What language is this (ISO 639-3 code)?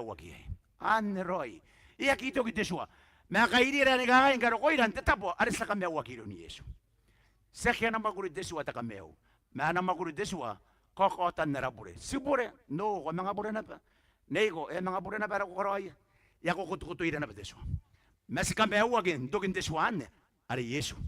gil